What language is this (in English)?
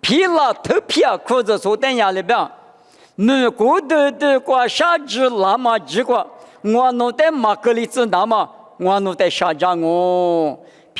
Lisu